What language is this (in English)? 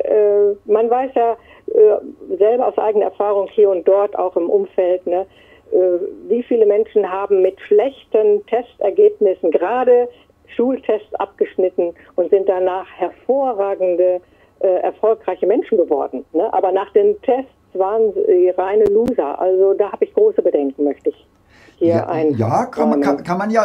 German